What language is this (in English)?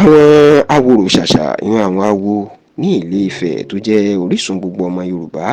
Yoruba